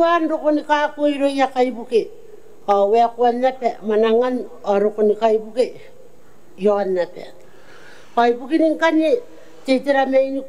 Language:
Gilbertese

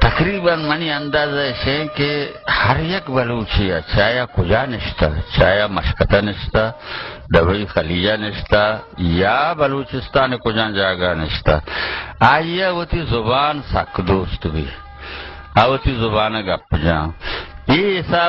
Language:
Baluchi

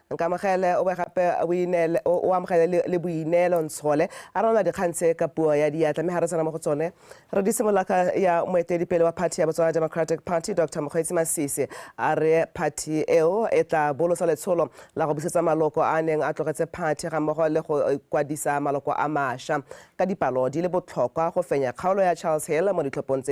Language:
Tswana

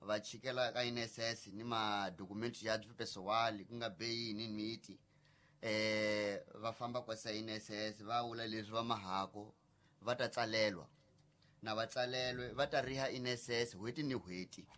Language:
Tsonga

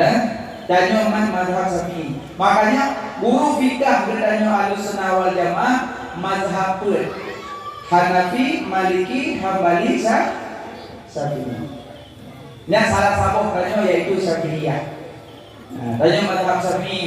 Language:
Achinese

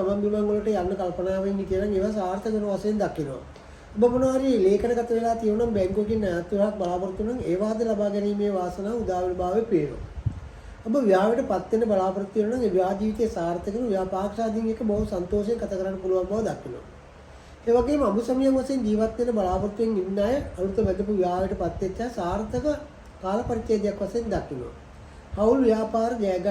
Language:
Sinhala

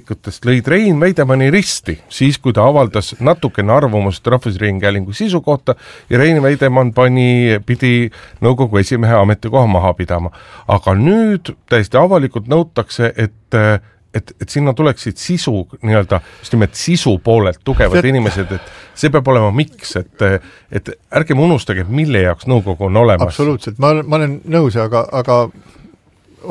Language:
Estonian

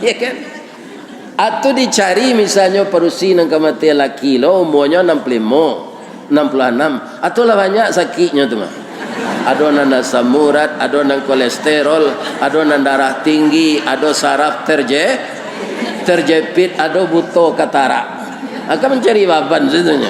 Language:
Minangkabau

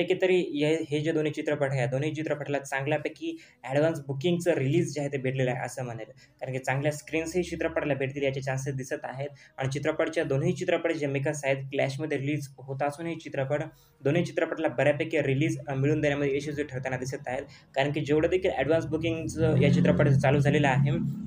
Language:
Marathi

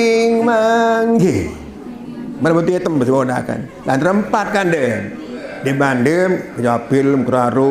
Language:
Sasak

